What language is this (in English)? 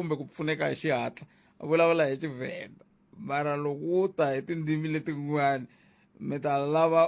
Tsonga